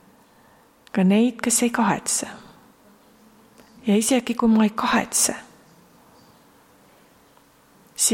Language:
Estonian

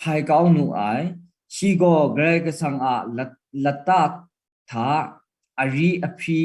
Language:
Kachin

